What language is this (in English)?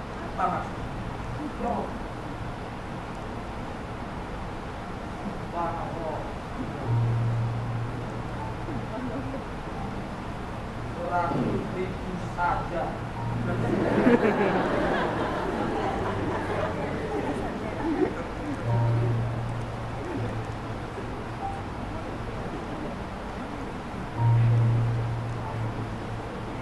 Indonesian